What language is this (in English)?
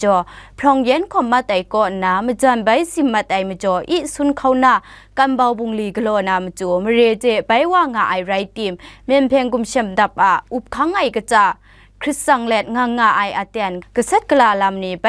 Kachin